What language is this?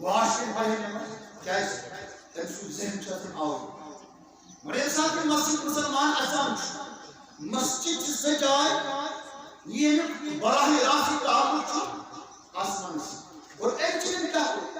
Kashmiri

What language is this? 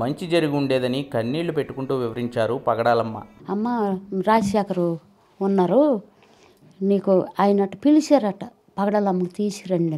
Telugu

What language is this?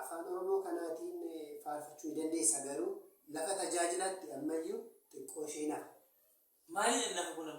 Oromo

